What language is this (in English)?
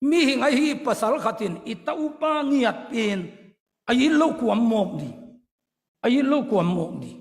Tedim Chin